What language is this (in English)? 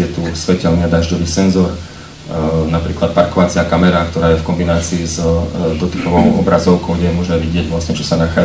Slovak